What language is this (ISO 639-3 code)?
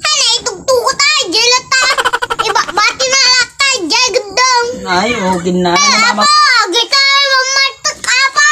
ilo